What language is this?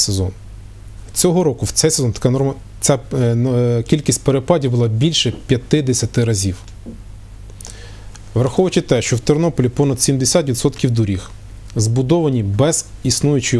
Ukrainian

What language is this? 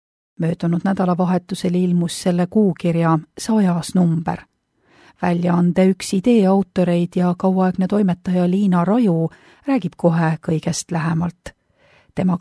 Estonian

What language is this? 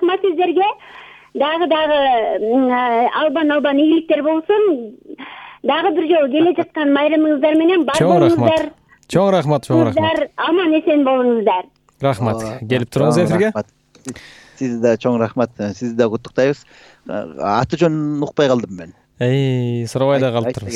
Kyrgyz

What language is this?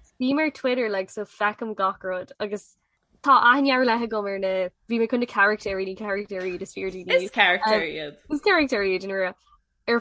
Irish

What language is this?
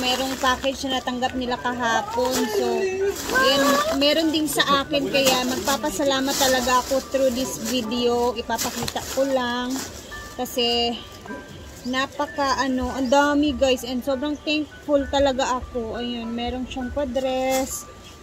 Filipino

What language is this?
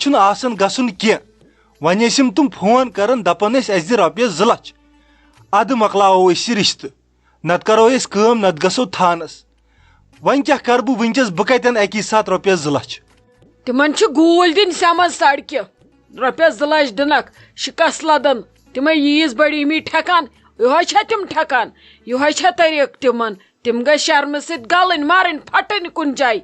Kashmiri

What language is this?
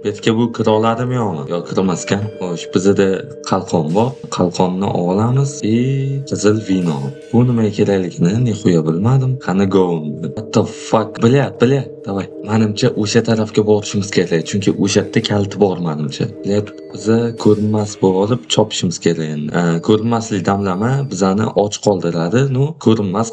Uzbek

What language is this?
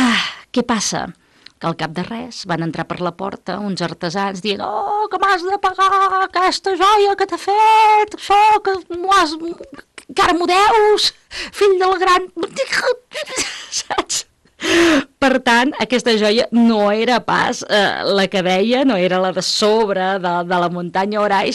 Catalan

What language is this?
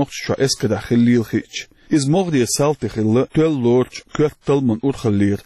Chechen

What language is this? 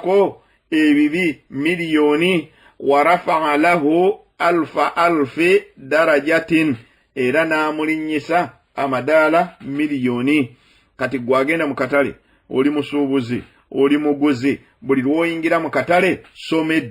Ganda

